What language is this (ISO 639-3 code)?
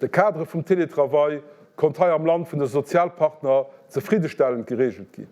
ltz